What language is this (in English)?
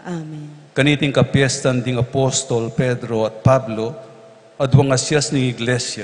Pampanga